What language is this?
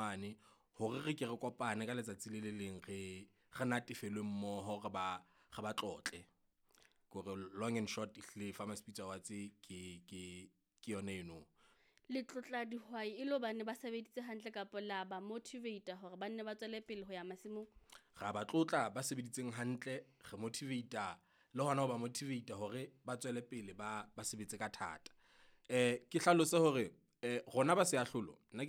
Southern Sotho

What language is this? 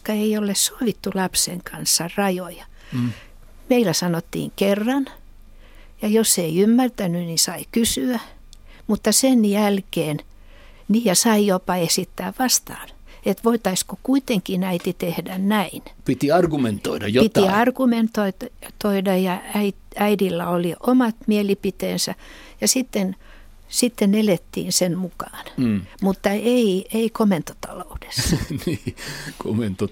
Finnish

